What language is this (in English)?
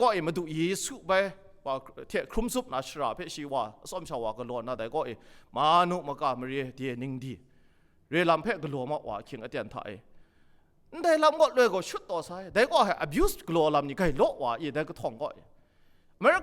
Kachin